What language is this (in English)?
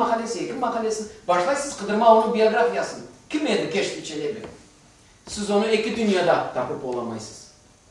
Crimean Tatar